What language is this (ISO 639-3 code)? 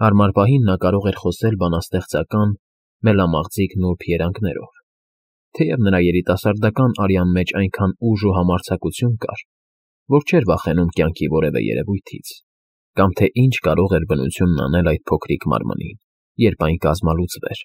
hye